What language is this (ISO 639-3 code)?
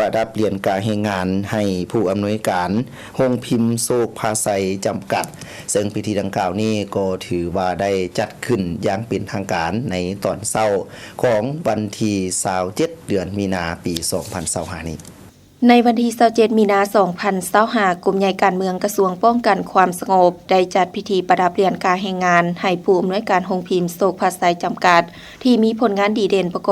lao